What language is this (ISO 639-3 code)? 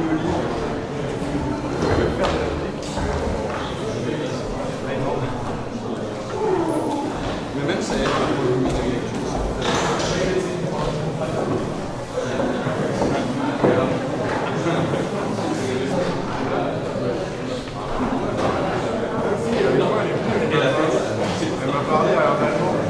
fra